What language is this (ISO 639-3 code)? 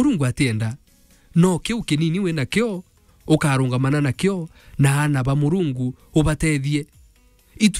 mer